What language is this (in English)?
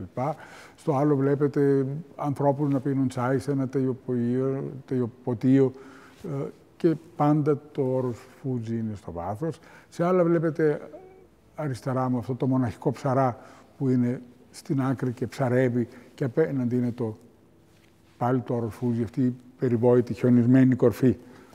Greek